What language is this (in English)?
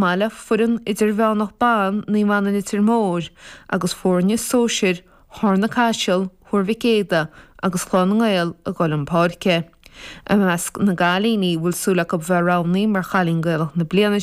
Irish